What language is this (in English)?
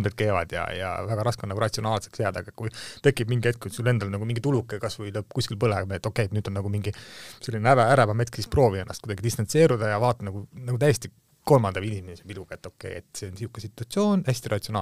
Estonian